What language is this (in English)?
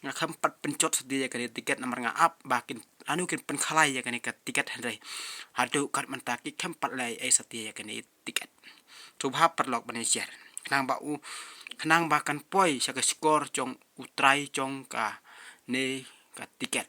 Khasi